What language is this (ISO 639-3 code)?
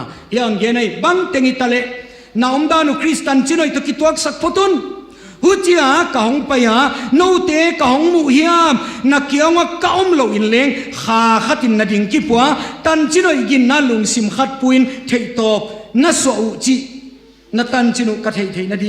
ctd